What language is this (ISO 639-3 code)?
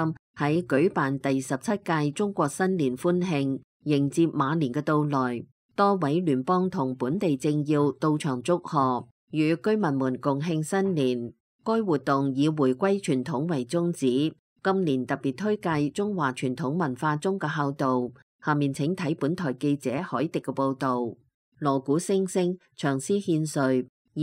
yue